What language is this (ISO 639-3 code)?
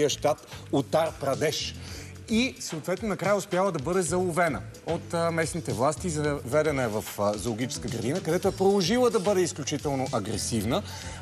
bul